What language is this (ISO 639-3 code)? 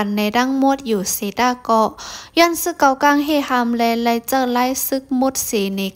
shn